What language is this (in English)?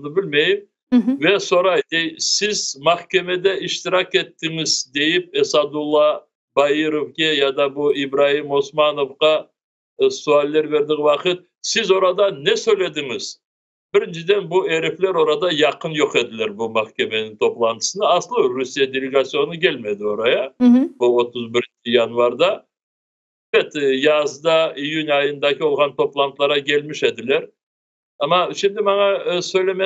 Crimean Tatar